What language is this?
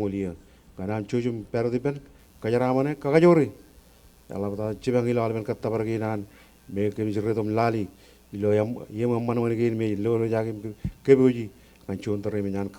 Marshallese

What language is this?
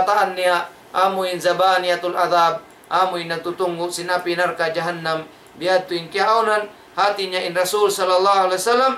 Tausug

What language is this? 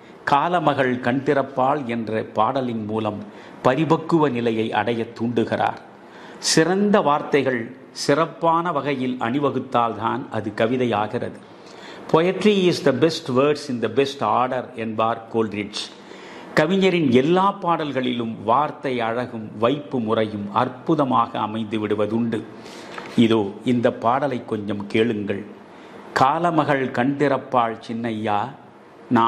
Tamil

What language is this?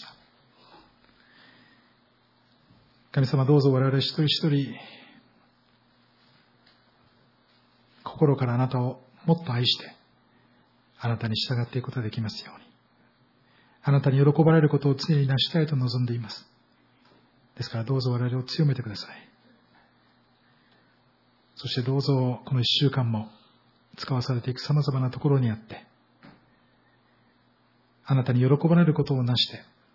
Japanese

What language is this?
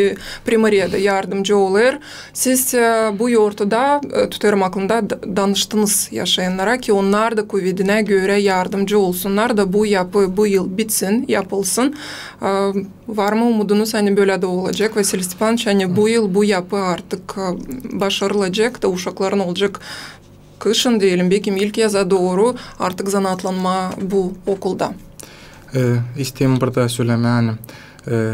Gagauz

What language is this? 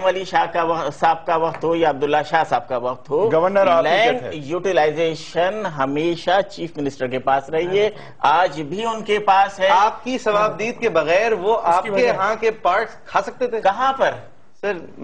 Urdu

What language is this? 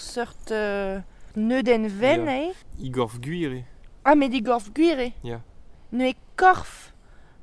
Breton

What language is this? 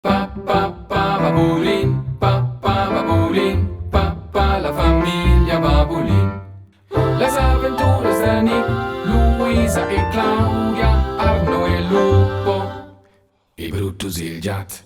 Romansh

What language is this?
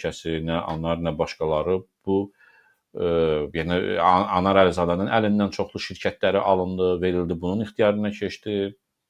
Azerbaijani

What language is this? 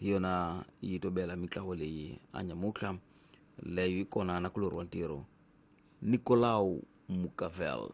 Tsonga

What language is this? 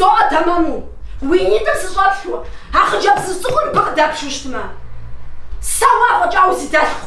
Kabardian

